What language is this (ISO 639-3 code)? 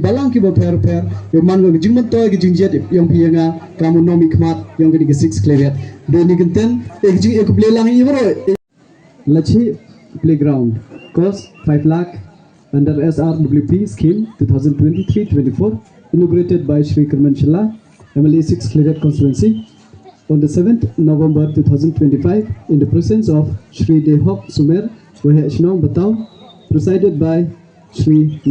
pbv